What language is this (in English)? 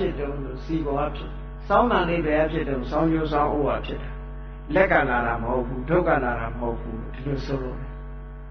Burmese